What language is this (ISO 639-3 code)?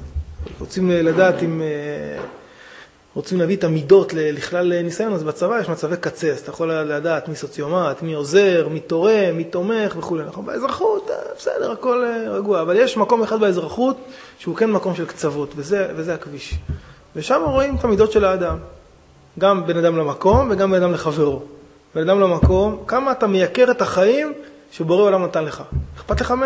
heb